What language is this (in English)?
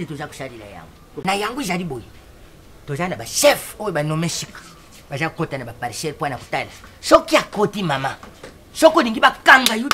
Lingala